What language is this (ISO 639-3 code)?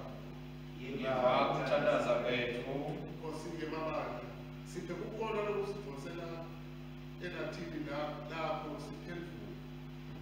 ssw